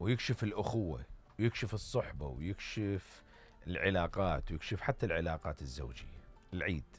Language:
Mesopotamian Arabic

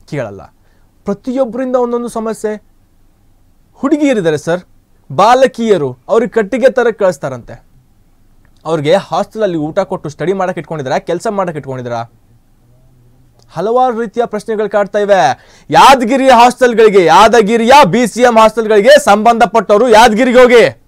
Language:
Kannada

